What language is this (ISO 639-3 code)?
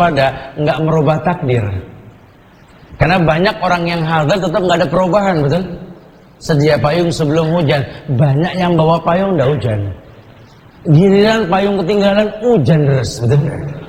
ind